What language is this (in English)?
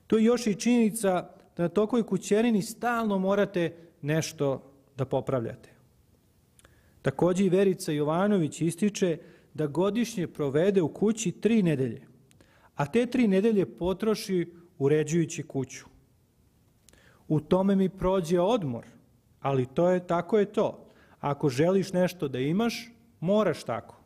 Serbian